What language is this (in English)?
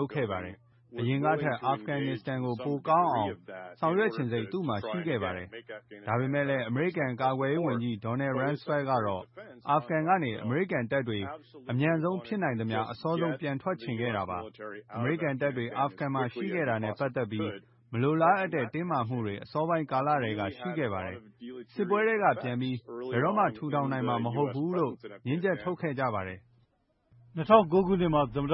Burmese